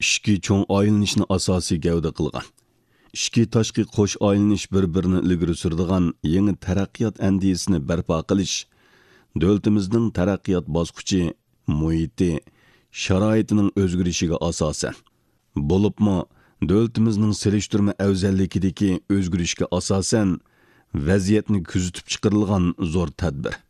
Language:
Uyghur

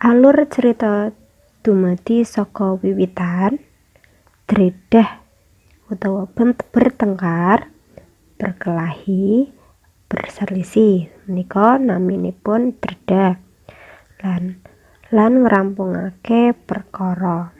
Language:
Javanese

